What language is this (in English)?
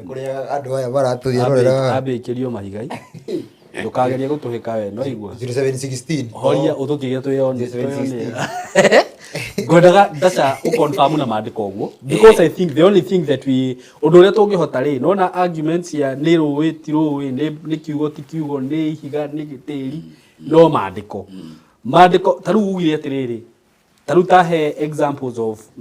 Kikuyu